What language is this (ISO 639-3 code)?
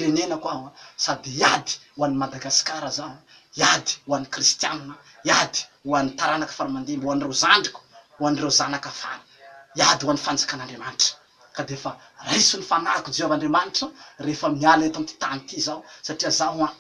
mlg